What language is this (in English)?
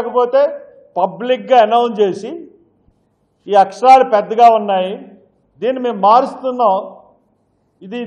Telugu